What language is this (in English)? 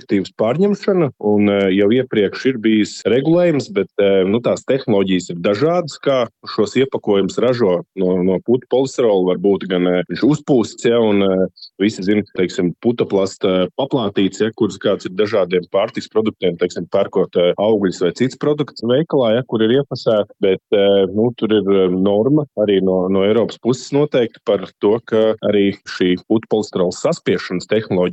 Latvian